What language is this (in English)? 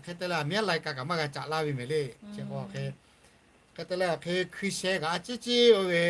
Lahu